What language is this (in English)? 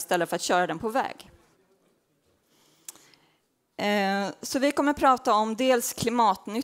Swedish